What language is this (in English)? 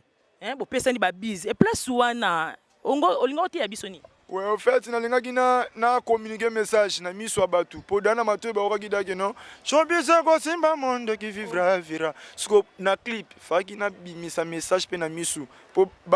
Lingala